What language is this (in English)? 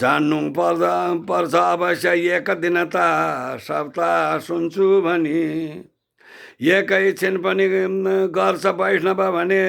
Nepali